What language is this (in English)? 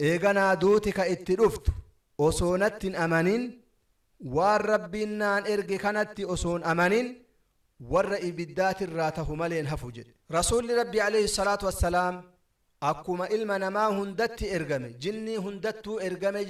Oromo